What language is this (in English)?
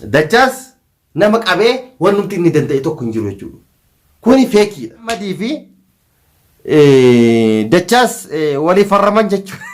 Oromo